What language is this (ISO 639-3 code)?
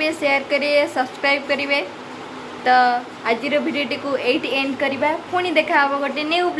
ori